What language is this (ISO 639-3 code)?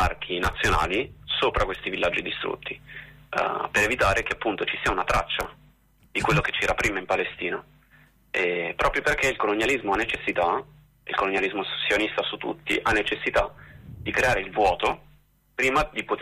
ita